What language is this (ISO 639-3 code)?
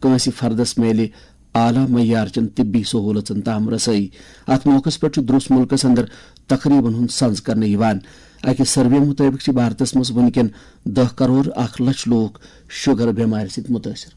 kas